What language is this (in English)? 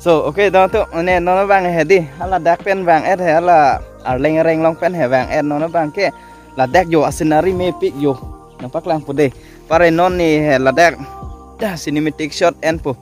Karbi